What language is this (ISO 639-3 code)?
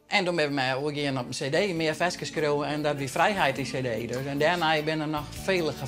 fry